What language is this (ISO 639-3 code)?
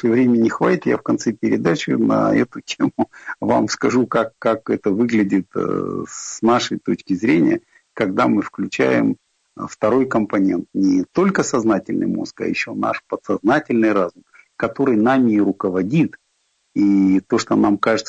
rus